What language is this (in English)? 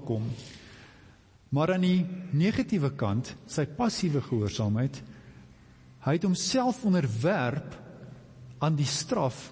Afrikaans